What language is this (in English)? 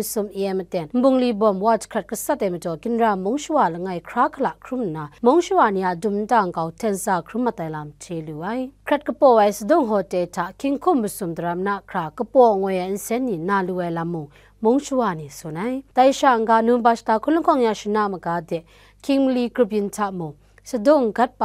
Kachin